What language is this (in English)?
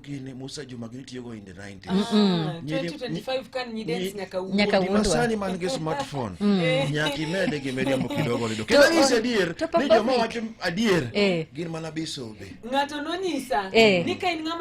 Luo (Kenya and Tanzania)